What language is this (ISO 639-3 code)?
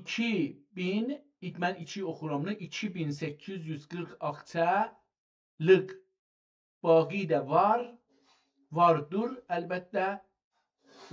azb